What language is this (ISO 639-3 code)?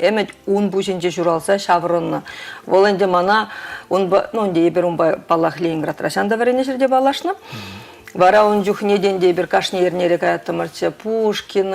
chv